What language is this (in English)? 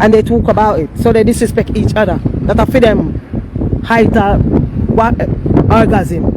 Jamaican Creole English